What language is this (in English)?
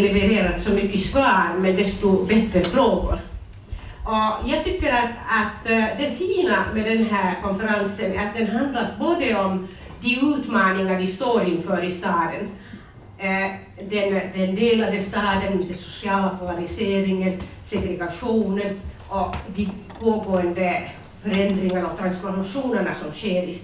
Swedish